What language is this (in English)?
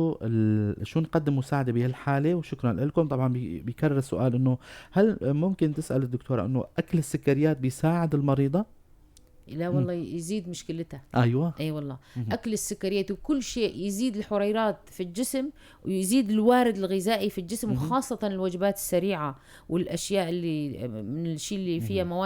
North Levantine Arabic